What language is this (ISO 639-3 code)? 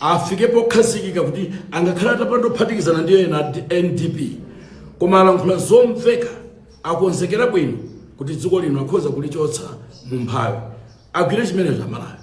nya